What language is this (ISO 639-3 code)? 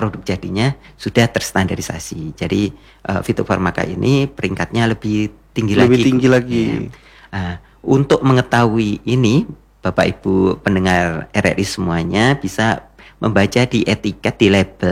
ind